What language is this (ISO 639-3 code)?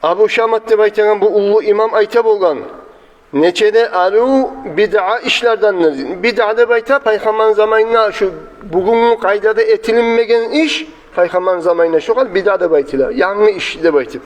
kum